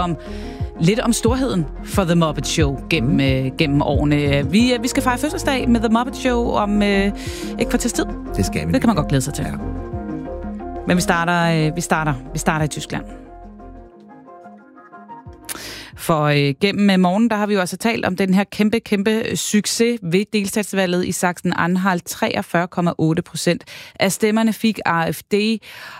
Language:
Danish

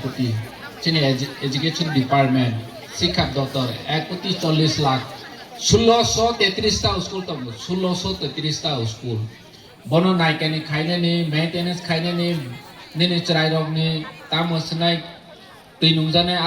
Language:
Kok Borok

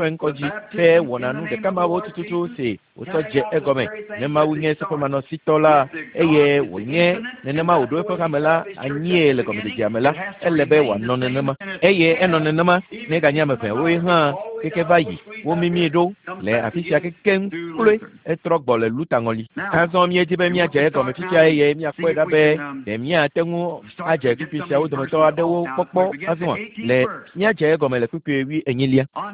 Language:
Ewe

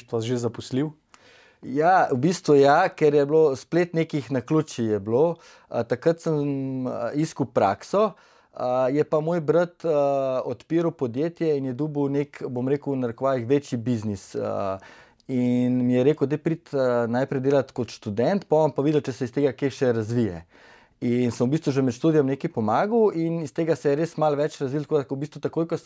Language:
Slovenian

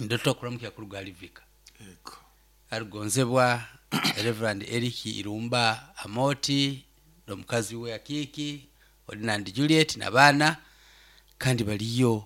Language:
Nyoro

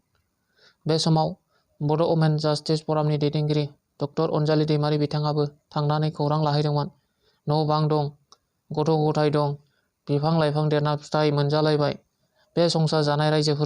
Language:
Bodo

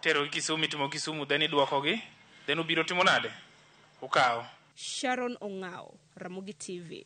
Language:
Luo (Kenya and Tanzania)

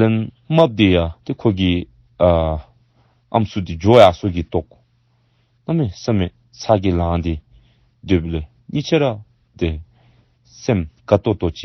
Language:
Dzongkha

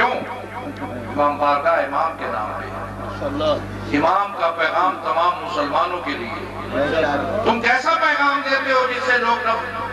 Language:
Urdu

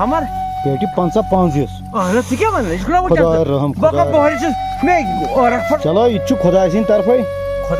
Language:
Kashmiri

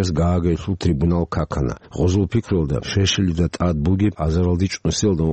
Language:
Avaric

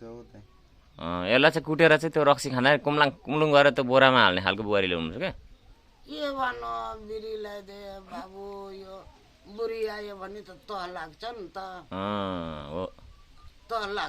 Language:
Nepali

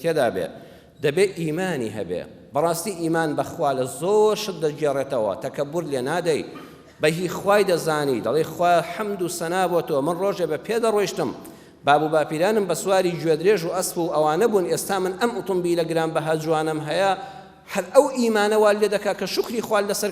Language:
Central Kurdish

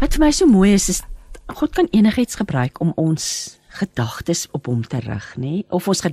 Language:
Afrikaans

